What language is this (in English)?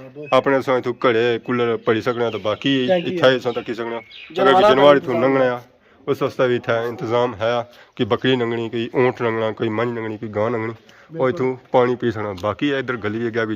Pahari-Potwari